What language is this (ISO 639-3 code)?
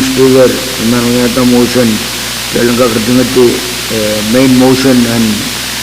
pon